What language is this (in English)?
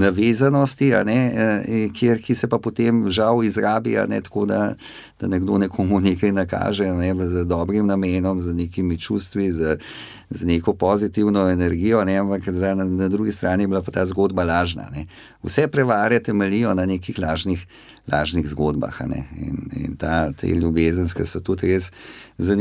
Slovenian